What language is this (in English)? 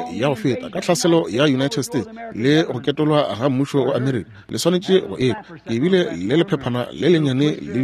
Northern Sotho